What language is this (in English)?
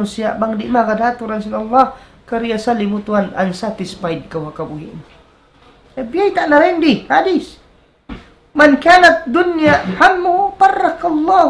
Tausug